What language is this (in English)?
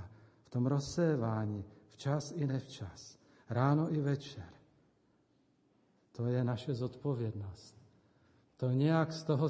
Czech